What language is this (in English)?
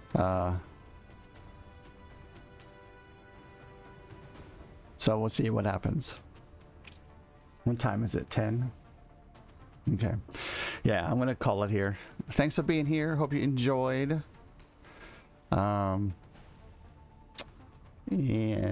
English